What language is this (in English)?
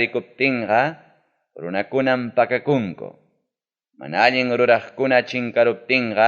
Ayacucho Quechua